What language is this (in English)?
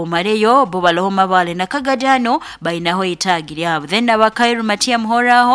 Nyoro